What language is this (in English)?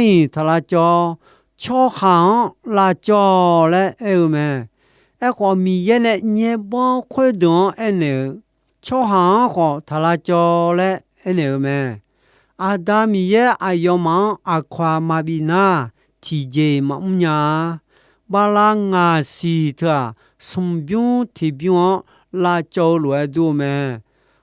Akha